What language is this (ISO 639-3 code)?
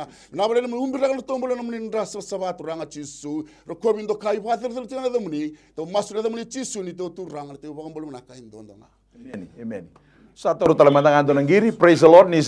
fij